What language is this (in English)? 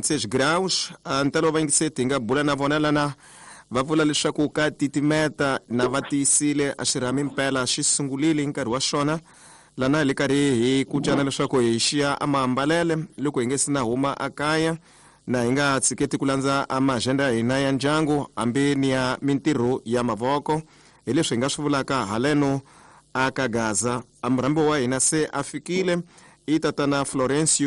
Tsonga